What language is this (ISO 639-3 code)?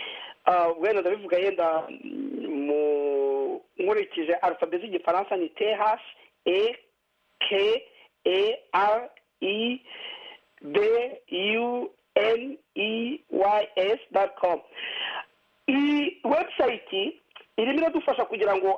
kin